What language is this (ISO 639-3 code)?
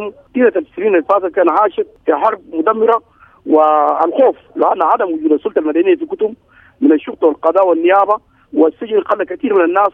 apd